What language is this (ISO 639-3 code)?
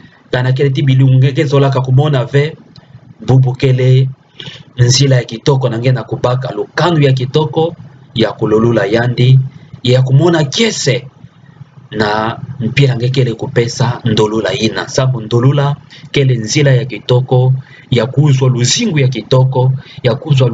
ktu